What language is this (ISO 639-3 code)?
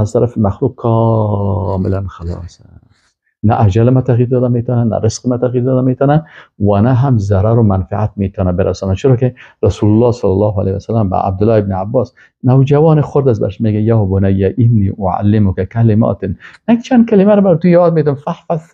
fas